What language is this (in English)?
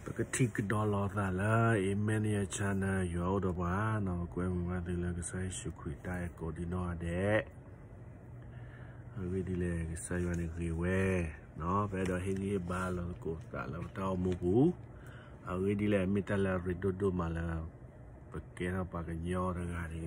S'gaw Karen